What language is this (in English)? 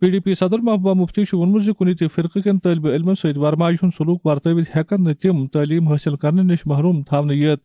Kashmiri